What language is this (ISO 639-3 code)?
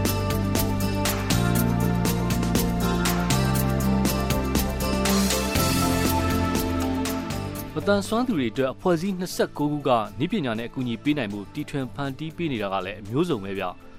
mya